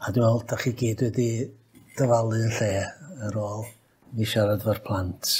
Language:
Welsh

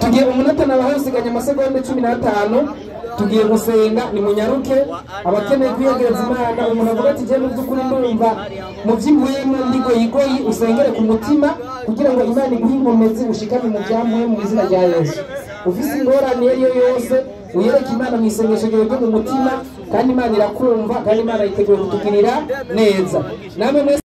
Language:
Rundi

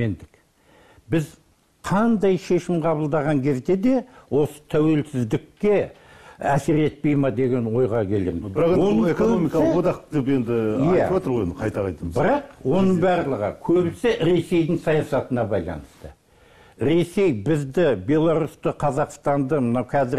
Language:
Kazakh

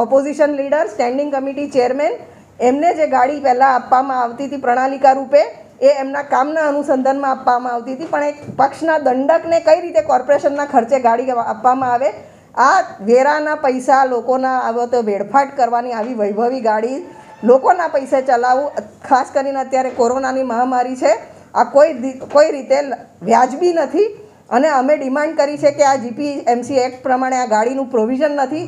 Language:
Gujarati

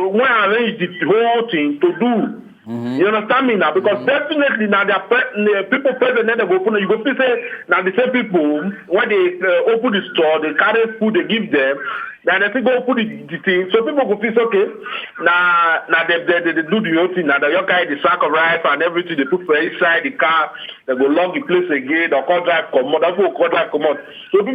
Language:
Nigerian Pidgin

